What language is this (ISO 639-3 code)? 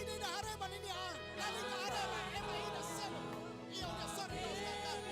tet